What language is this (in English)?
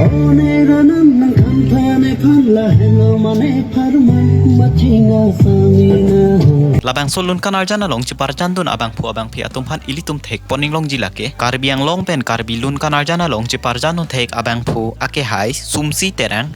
Karbi